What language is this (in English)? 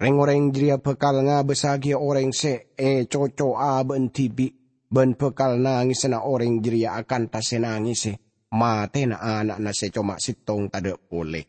Madurese